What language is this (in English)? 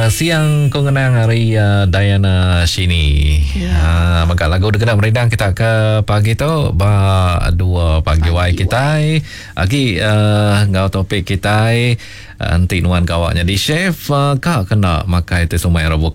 Iban